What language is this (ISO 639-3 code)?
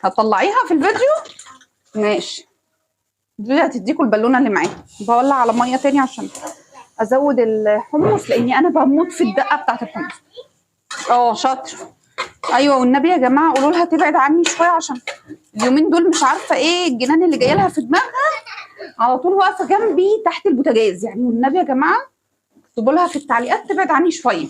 arz